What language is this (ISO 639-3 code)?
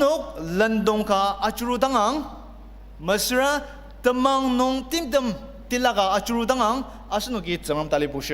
njo